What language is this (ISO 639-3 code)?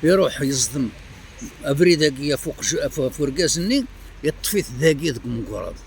kab